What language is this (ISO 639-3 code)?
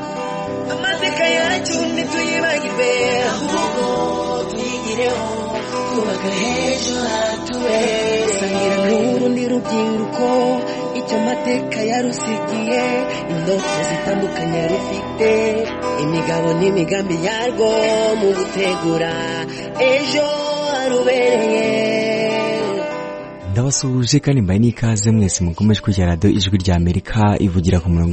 kin